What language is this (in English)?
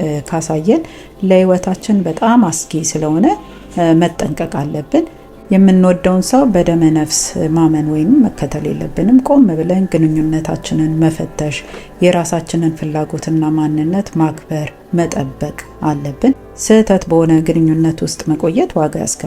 Amharic